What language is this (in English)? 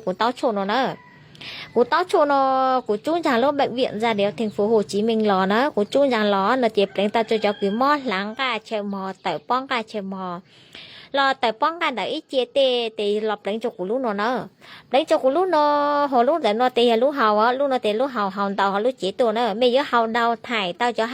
Hmong